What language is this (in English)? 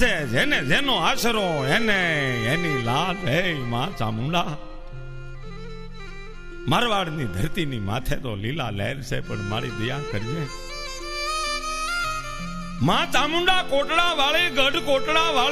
Gujarati